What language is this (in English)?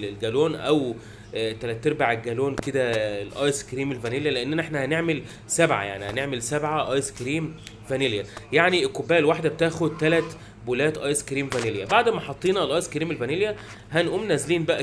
Egyptian Arabic